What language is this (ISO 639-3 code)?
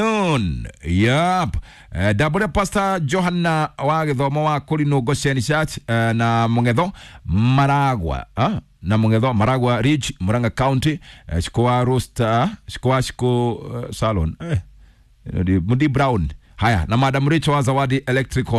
kik